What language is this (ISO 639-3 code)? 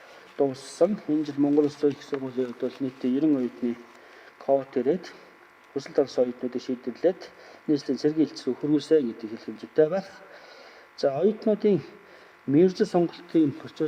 mon